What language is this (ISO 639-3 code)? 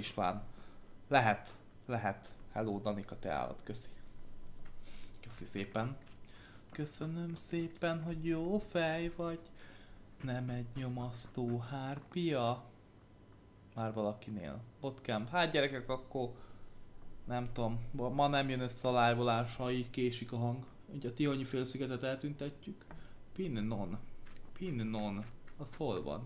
hun